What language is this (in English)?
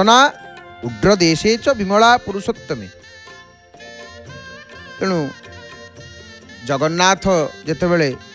Odia